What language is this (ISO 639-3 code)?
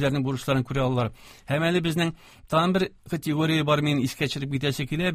tat